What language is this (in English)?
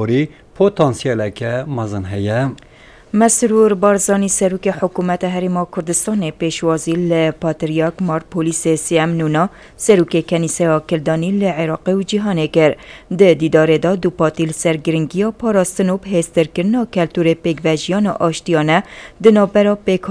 Kurdish